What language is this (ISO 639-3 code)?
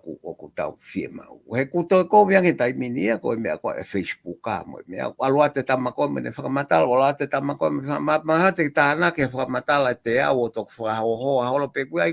ton